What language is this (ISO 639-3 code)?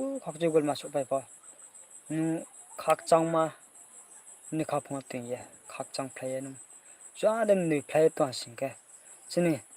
ria